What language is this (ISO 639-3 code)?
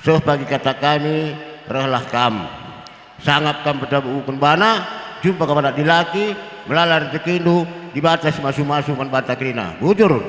btx